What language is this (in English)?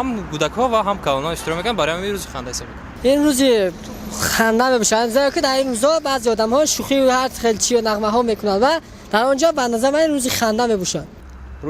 Tajik